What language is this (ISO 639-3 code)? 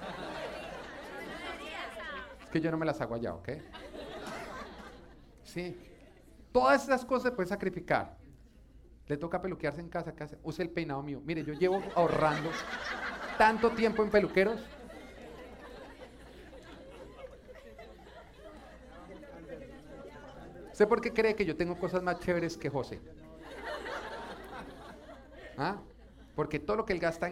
spa